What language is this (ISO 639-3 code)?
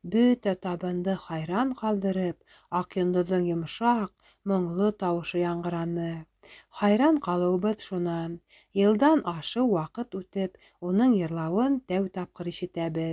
bak